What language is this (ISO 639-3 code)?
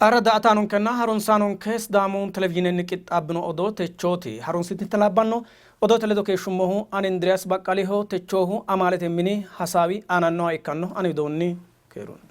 sid